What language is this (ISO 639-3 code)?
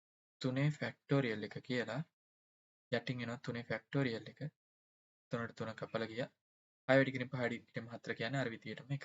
sin